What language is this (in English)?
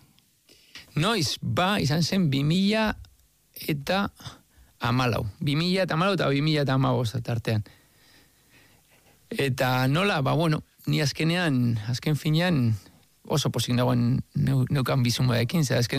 Basque